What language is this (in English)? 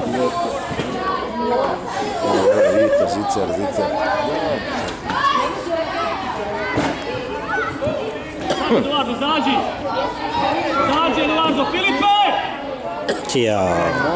Croatian